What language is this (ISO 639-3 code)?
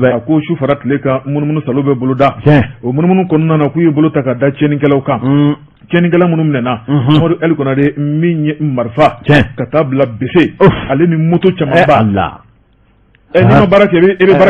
bam